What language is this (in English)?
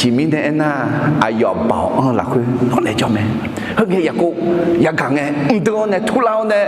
Akha